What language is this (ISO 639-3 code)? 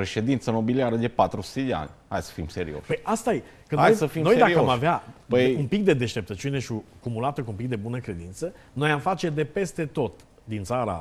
ron